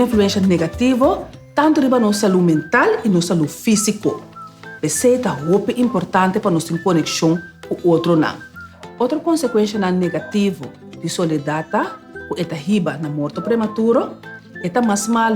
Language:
Papiamento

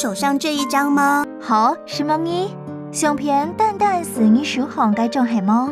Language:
Hakka Chinese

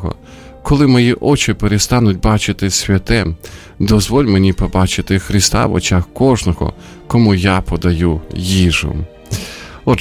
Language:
Ukrainian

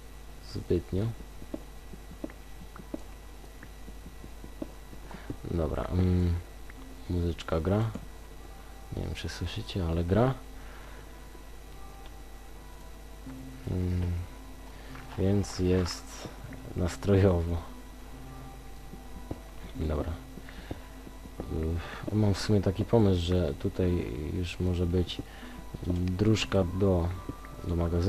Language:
Polish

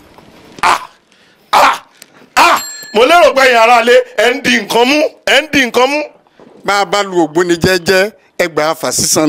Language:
Yoruba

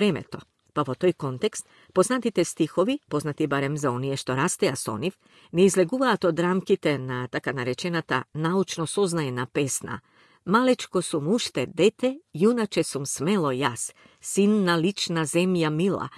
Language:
Macedonian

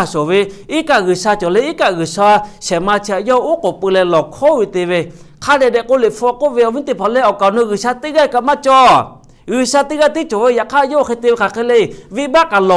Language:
Lahu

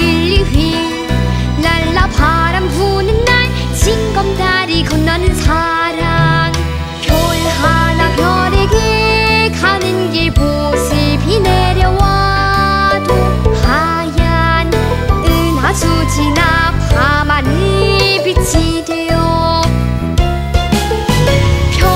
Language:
Korean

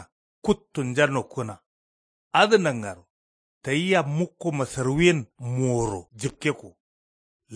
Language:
Kanuri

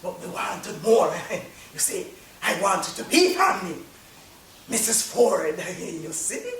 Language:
Jamaican Creole English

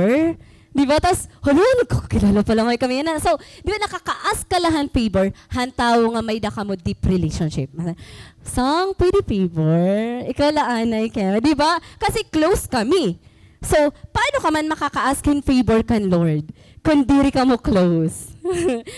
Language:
Waray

